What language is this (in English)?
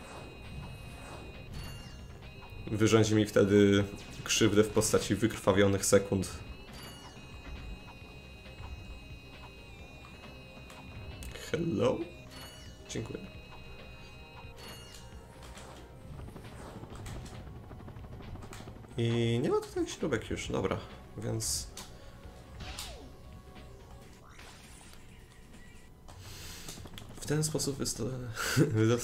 Polish